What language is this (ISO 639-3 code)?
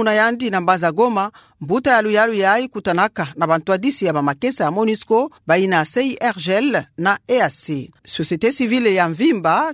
ktu